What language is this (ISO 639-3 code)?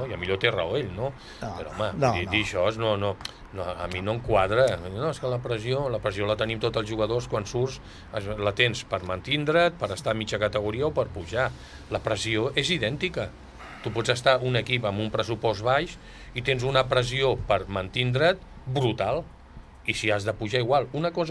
cat